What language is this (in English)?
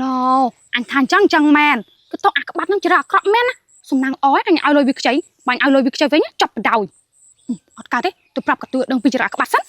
Khmer